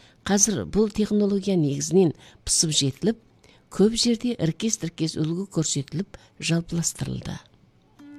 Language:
Kazakh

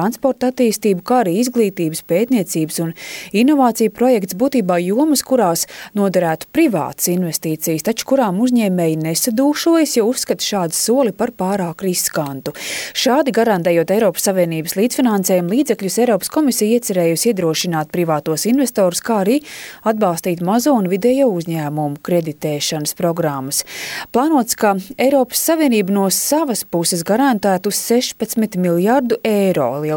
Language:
Latvian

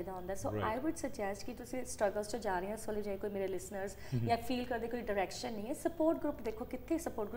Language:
Punjabi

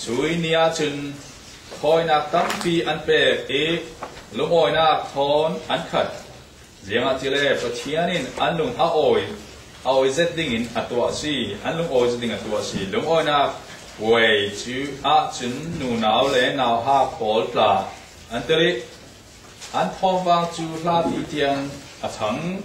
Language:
Falam Chin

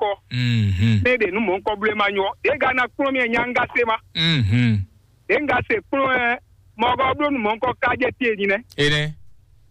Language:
Fon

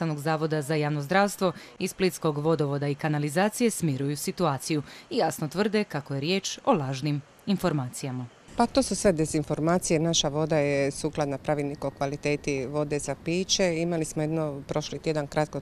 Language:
Croatian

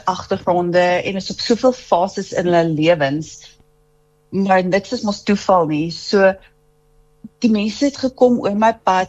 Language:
Afrikaans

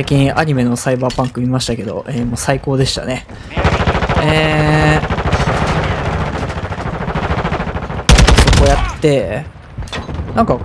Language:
Japanese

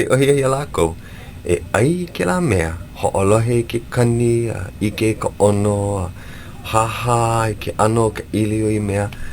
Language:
Hawaiian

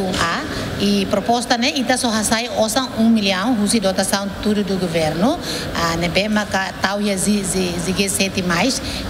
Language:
Tetum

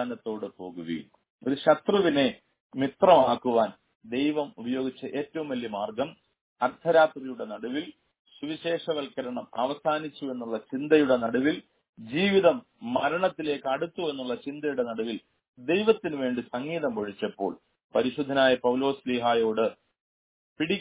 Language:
Malayalam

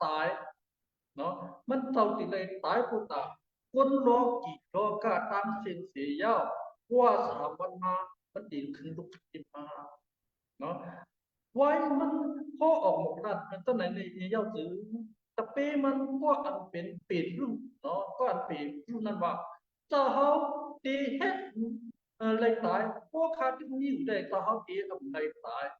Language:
Shan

